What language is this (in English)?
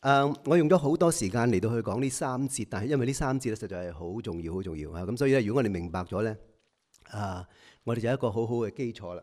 Cantonese